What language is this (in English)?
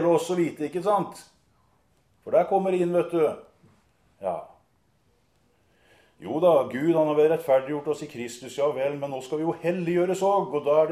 Norwegian